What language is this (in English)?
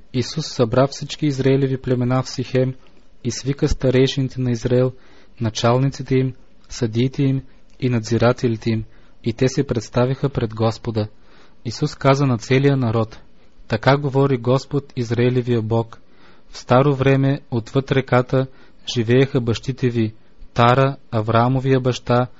Bulgarian